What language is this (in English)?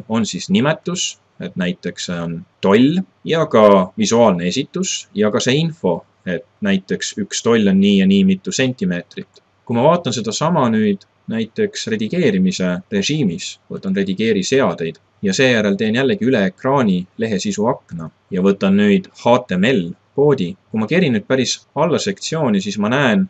Estonian